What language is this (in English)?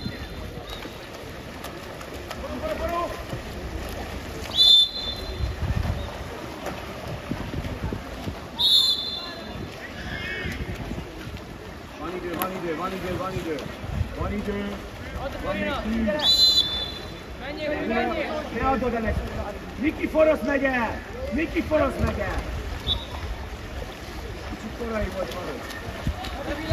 Hungarian